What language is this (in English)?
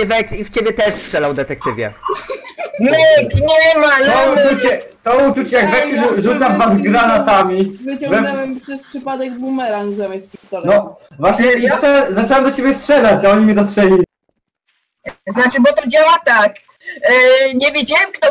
Polish